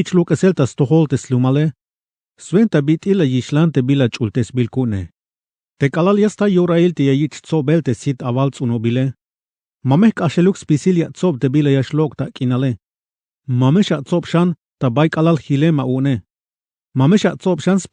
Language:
Tzeltal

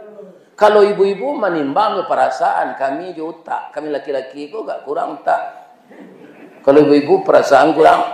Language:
Minangkabau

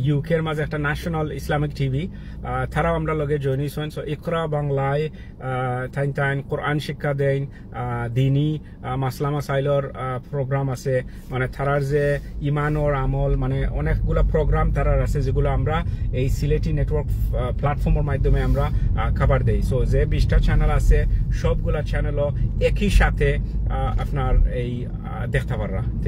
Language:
Sylheti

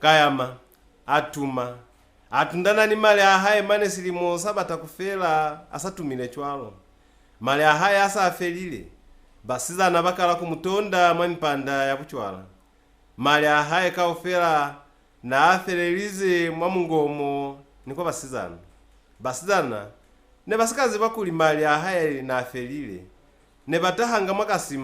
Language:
Lozi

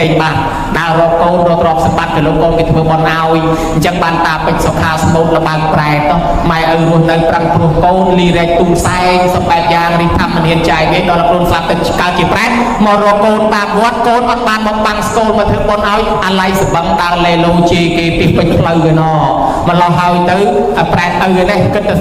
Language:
Khmer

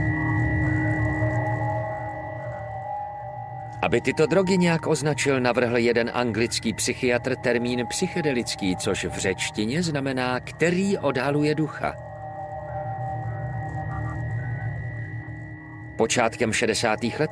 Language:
Czech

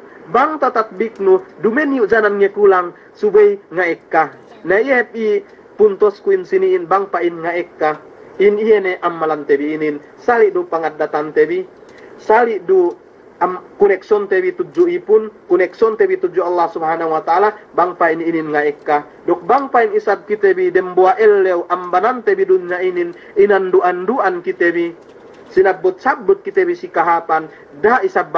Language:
Yakan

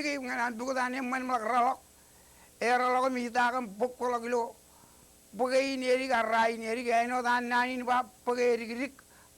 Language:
Marshallese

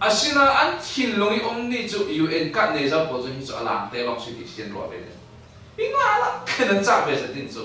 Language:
Falam Chin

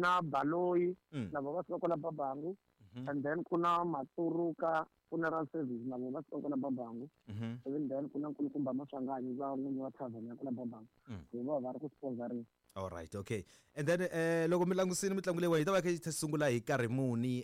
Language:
Tsonga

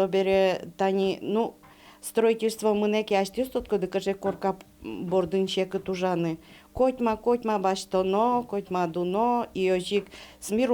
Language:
Udmurt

